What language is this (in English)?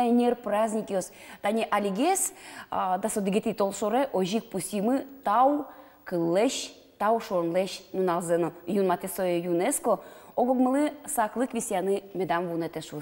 Udmurt